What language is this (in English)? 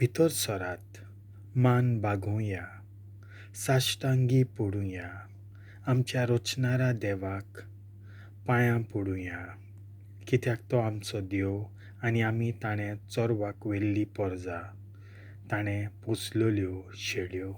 Konkani